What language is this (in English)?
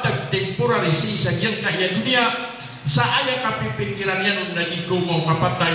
Maranao